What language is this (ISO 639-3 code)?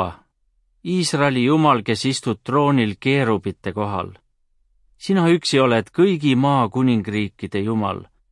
est